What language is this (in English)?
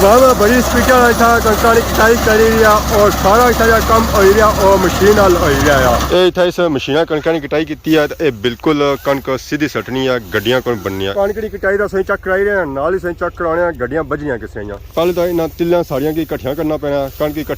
Pahari-Potwari